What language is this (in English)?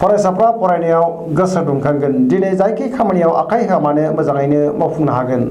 Bodo